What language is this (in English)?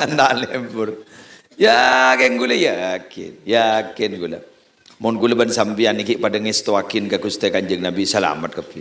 Madurese